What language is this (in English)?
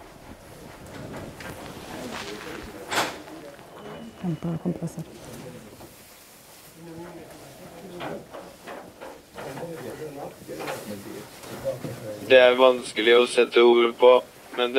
Norwegian